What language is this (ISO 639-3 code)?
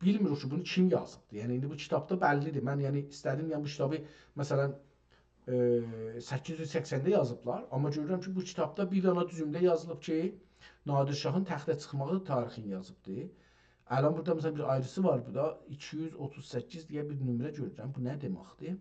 azb